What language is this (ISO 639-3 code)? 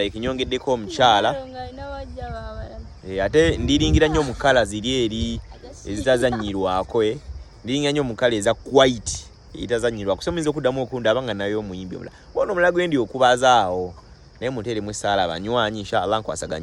lug